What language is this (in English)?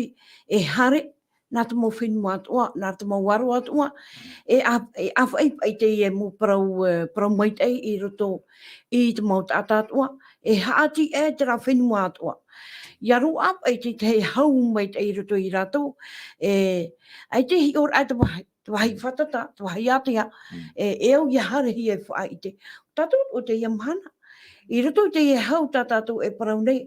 Tahitian